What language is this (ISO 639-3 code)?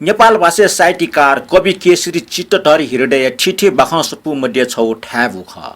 new